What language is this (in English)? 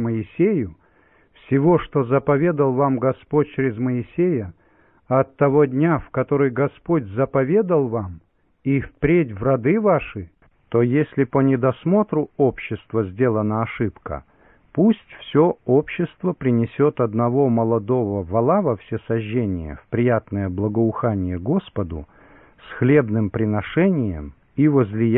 Russian